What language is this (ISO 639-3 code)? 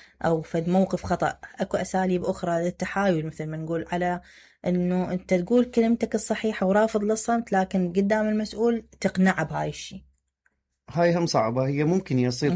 acm